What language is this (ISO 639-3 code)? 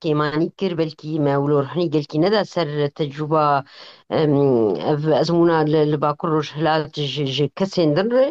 kur